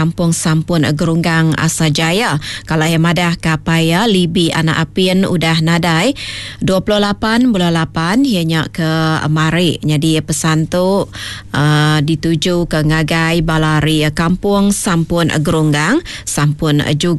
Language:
Iban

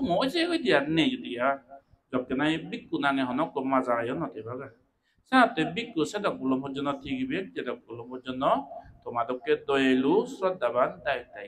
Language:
Chakma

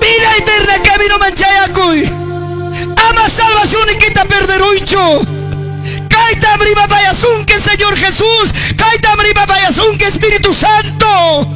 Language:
Ayacucho Quechua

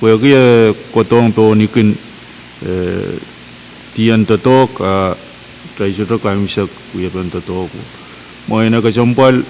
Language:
Pohnpeian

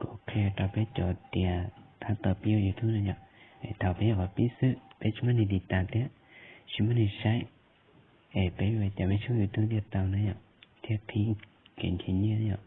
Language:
Hmong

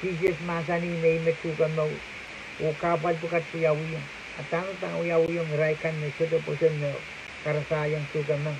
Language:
Pohnpeian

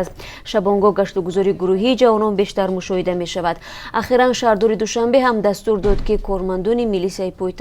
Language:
Tajik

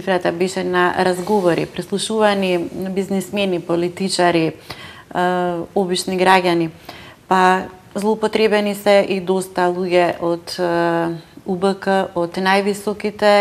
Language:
Macedonian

